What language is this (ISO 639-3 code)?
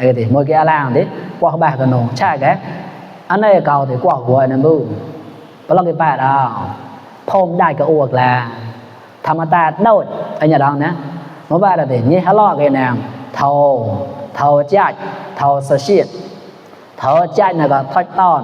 mnw